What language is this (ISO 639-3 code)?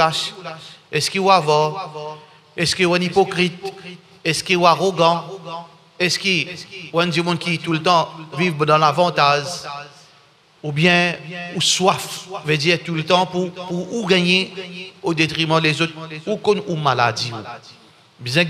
mfe